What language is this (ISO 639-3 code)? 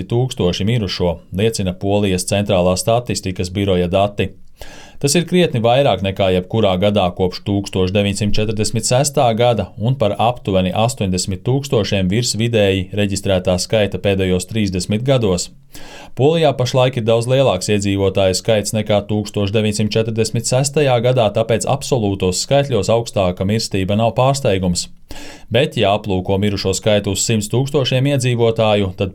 lav